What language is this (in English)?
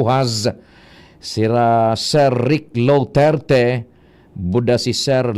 Bikol